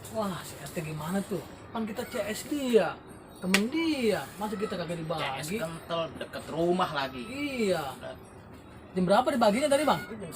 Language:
Betawi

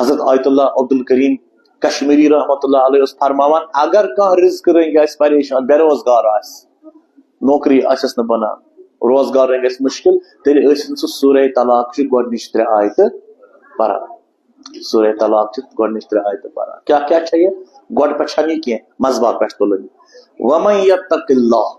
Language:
Kashmiri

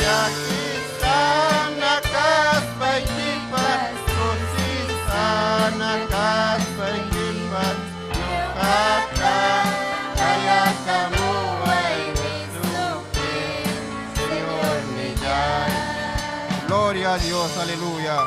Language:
Ayacucho Quechua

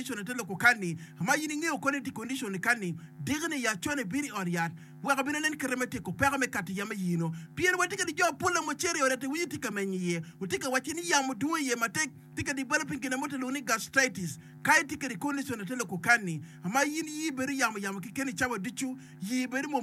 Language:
Acoli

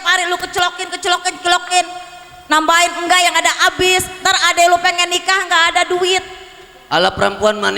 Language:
Betawi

